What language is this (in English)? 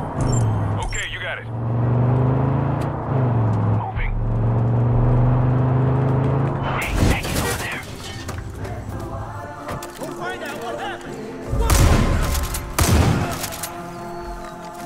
English